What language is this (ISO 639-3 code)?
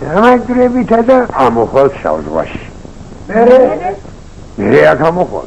kat